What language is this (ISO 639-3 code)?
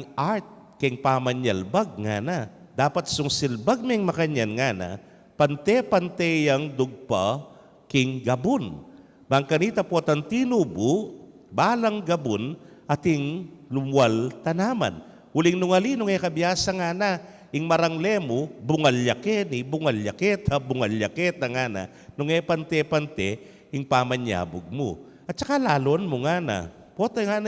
pam